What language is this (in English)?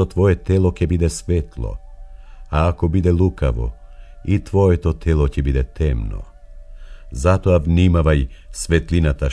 Macedonian